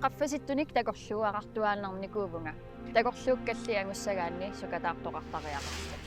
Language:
Kalaallisut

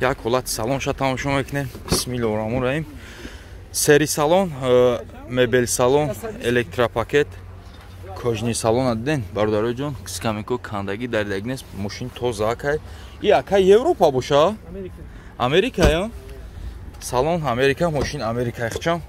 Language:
Tajik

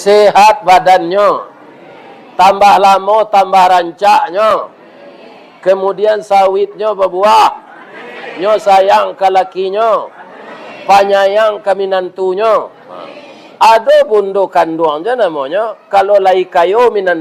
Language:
Minangkabau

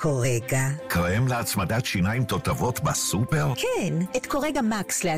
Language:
Hebrew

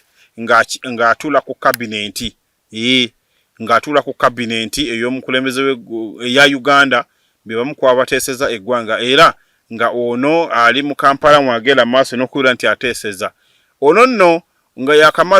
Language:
Ganda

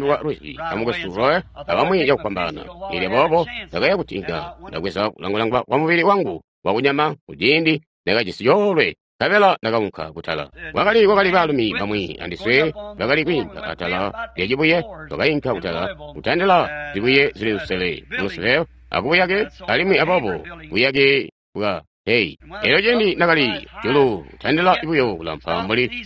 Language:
Tonga (Zambia)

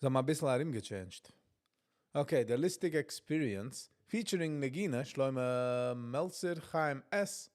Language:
Yiddish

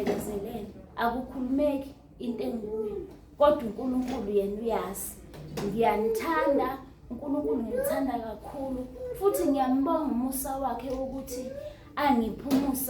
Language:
Zulu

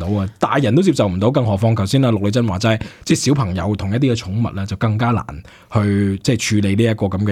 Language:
Cantonese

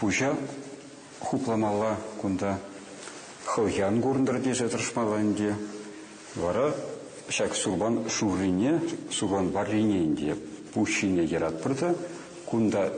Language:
Chuvash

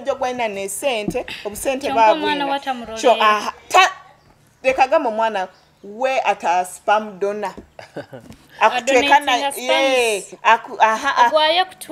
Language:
Nyoro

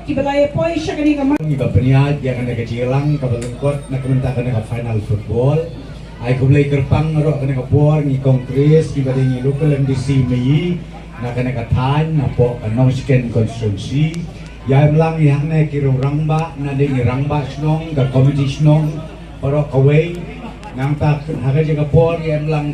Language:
Khasi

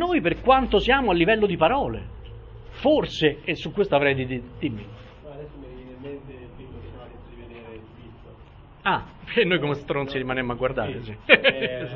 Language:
Italian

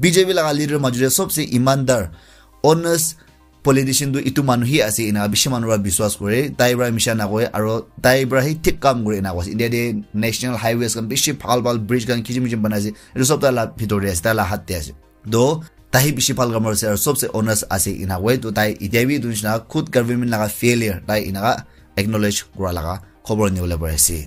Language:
Naga Pidgin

